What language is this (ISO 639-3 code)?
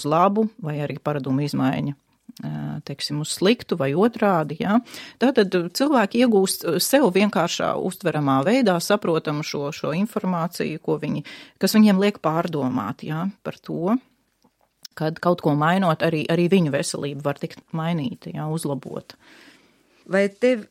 lav